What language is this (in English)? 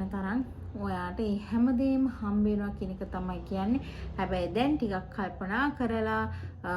Sinhala